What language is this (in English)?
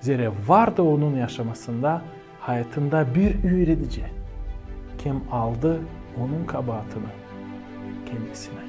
Gagauz